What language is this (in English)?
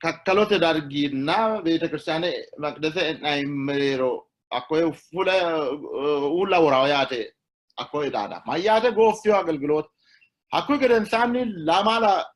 Sidamo